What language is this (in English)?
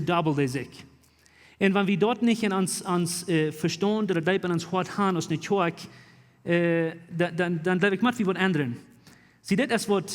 Plautdietsch